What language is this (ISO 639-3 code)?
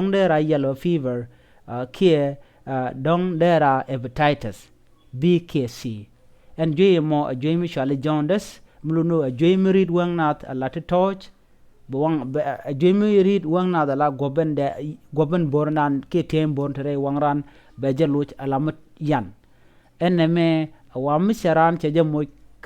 nus